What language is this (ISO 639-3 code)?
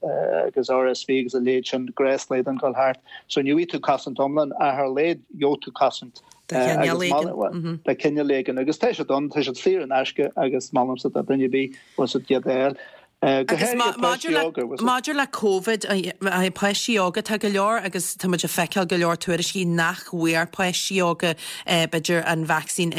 gle